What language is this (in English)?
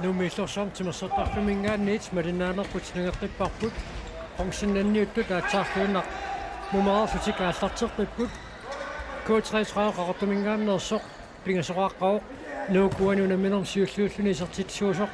Kalaallisut